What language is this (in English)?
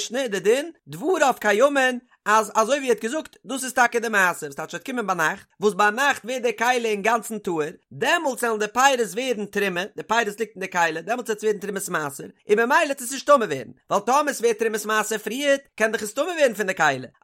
Yiddish